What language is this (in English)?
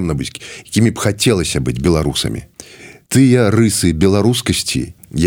Belarusian